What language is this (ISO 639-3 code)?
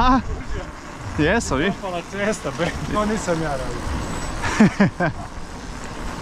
hrv